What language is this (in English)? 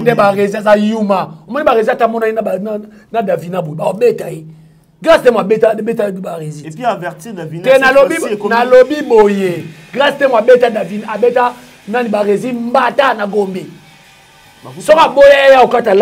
Lingala